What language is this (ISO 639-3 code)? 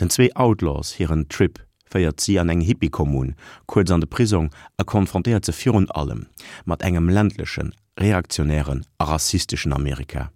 ltz